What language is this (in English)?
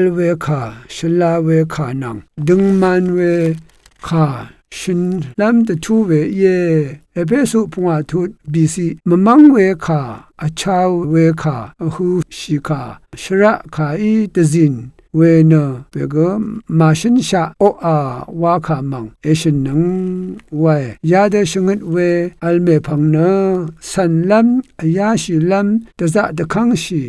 Rawang